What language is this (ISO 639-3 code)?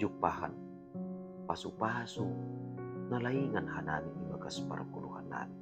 bts